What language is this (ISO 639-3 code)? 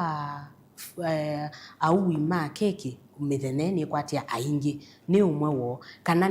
kam